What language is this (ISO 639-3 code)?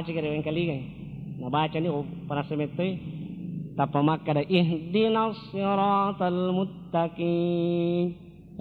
bug